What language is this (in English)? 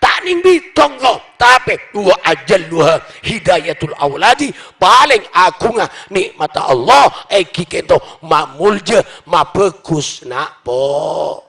Madurese